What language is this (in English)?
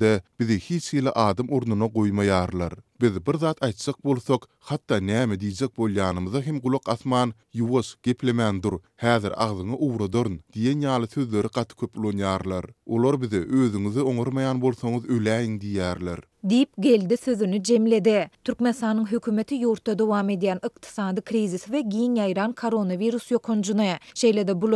Turkmen